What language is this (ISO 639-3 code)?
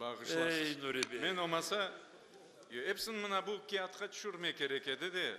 crh